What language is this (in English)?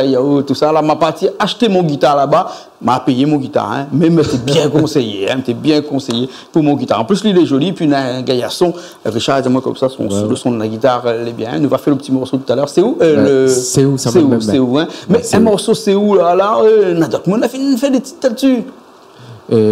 Réunion Creole French